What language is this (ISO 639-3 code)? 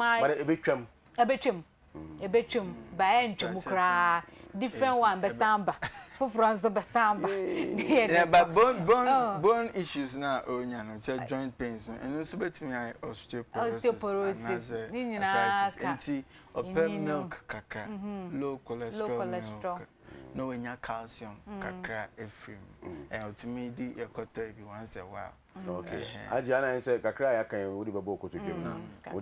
aka